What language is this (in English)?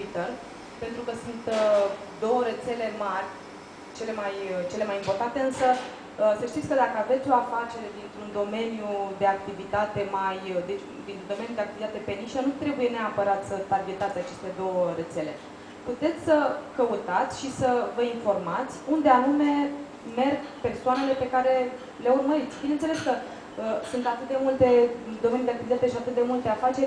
Romanian